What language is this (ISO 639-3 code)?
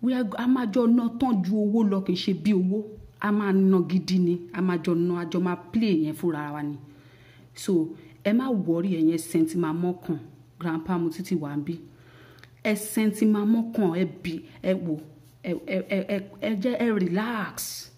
yor